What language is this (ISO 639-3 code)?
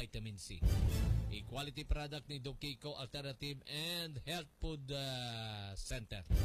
hil